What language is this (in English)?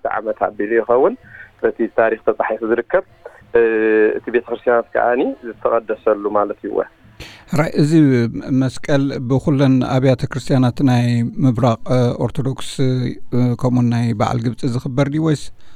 Tigrinya